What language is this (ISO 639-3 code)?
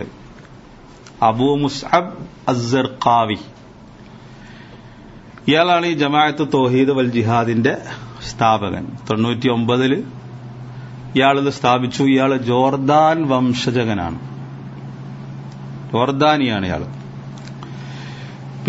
mal